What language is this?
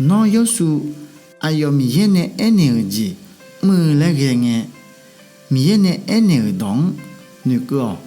Akha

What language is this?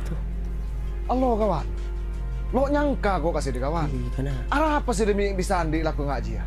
Madurese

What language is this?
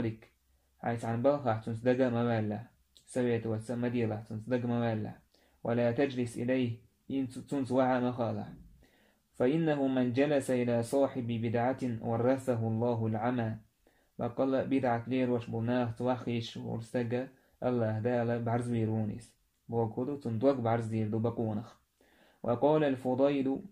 Chechen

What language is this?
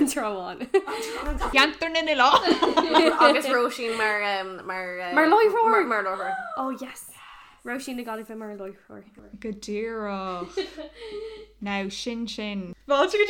Irish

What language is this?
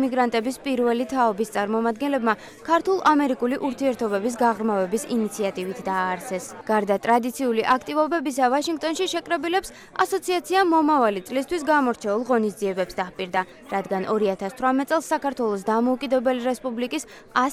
Georgian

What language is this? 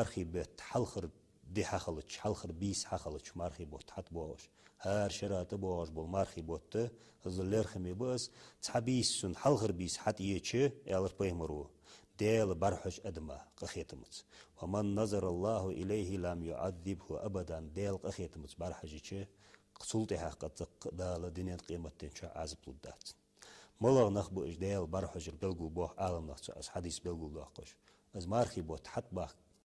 Ingush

